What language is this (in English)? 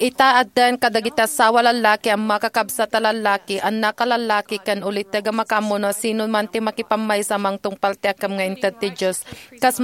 Iloko